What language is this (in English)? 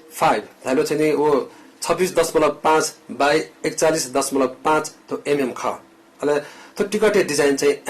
Newari